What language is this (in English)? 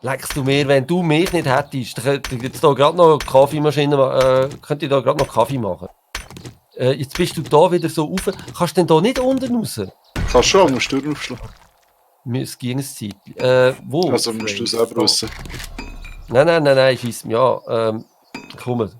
Swiss German